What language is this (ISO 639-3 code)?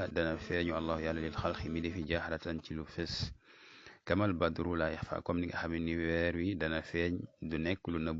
wol